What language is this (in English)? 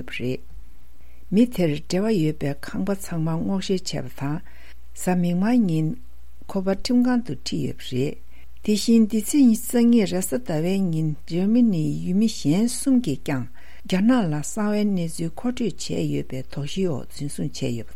Tibetan